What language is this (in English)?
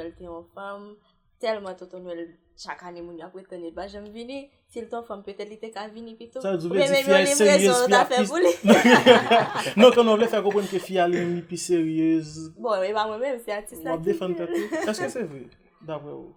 Haitian Creole